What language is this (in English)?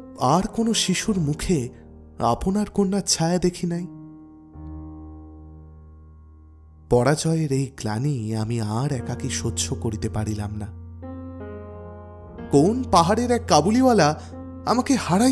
Bangla